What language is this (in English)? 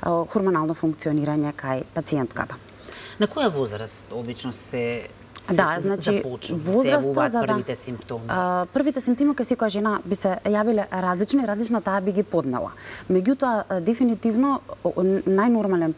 Macedonian